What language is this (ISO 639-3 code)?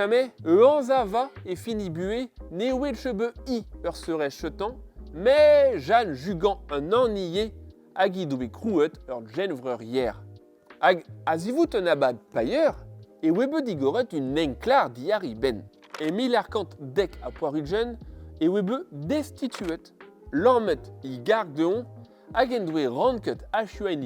bre